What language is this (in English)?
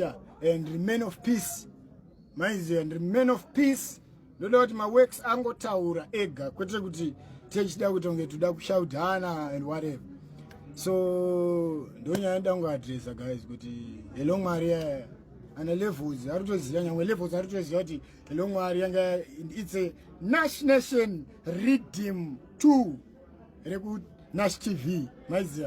Shona